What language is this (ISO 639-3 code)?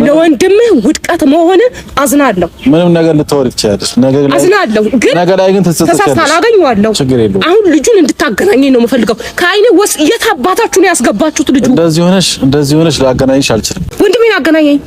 amh